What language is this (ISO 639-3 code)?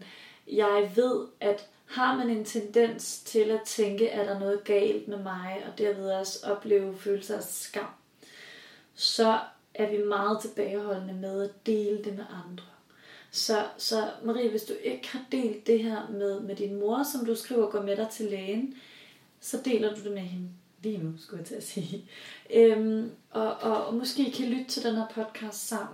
dan